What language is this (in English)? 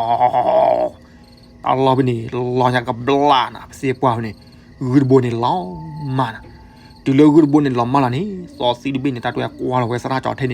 S'gaw Karen